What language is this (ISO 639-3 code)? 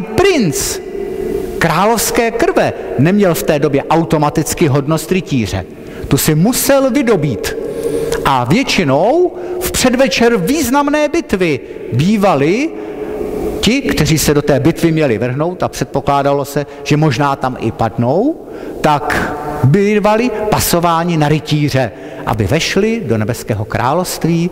ces